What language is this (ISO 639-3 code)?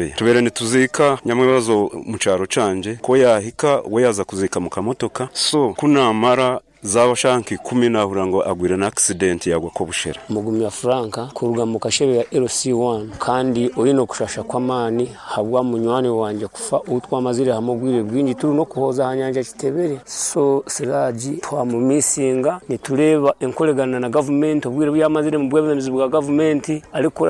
nyn